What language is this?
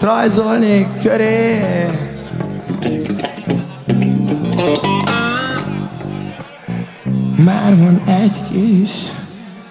Hungarian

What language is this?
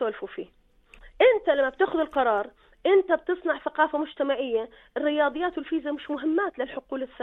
North Levantine Arabic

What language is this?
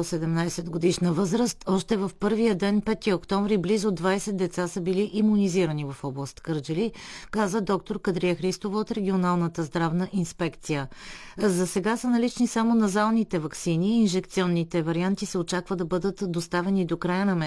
Bulgarian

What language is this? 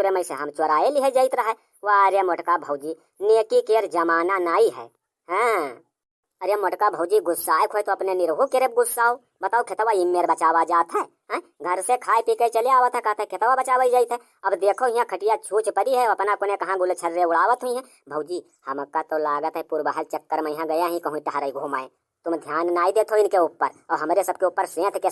Awadhi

